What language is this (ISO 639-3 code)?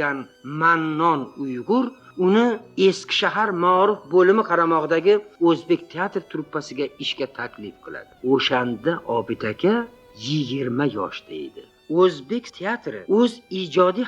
uzb